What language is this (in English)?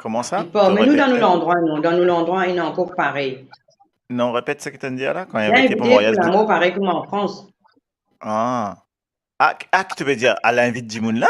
Morisyen